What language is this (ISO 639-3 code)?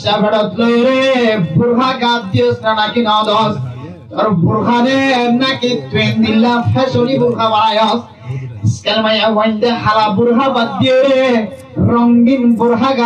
rhg